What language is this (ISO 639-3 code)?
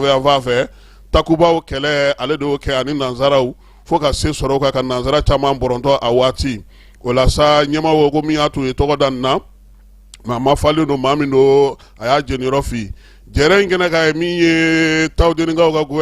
bam